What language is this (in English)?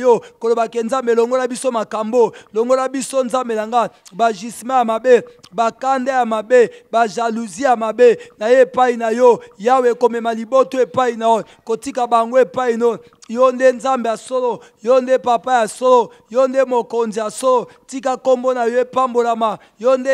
Lingala